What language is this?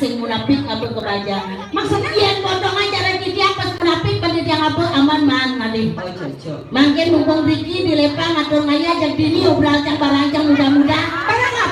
Balinese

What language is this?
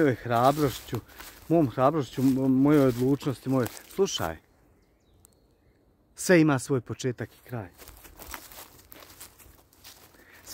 Croatian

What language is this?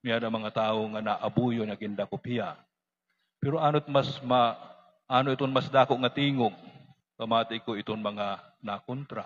Waray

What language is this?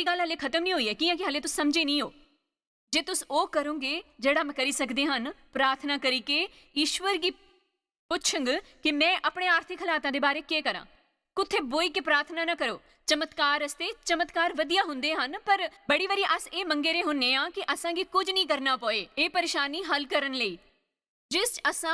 Dogri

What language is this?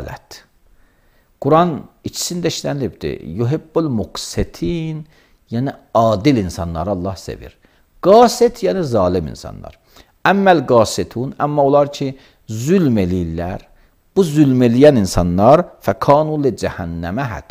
Azerbaijani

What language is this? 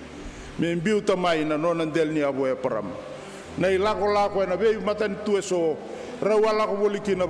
Fijian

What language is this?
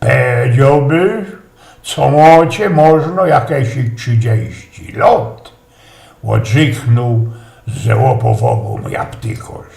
Silesian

